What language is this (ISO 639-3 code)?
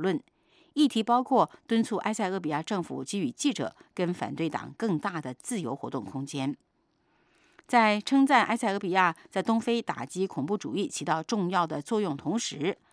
zho